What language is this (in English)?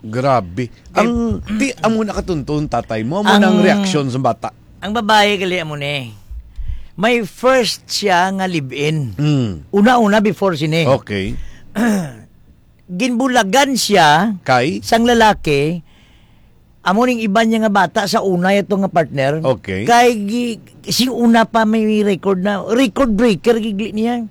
Hiligaynon